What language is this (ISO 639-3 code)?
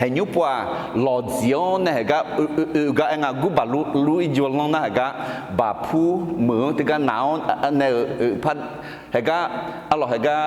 ahk